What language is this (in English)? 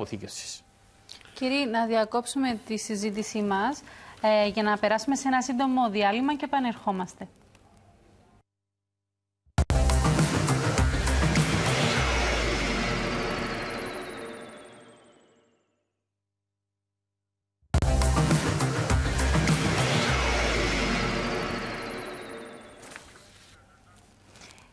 Greek